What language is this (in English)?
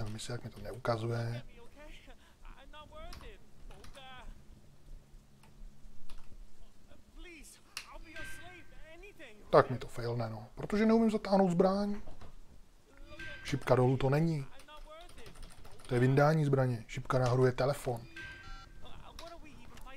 Czech